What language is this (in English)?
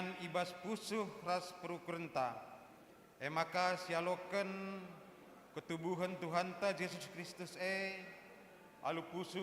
Batak Karo